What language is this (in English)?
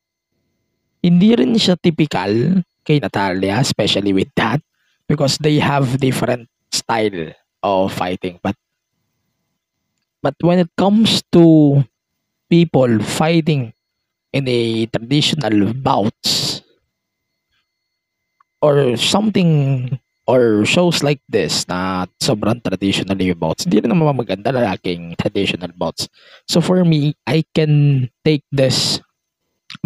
Filipino